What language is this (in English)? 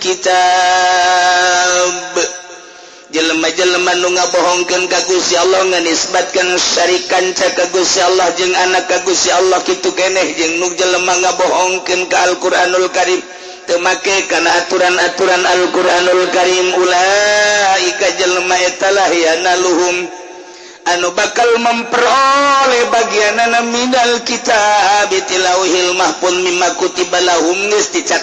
Sundanese